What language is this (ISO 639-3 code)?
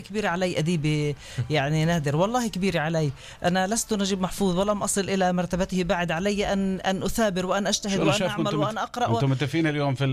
apc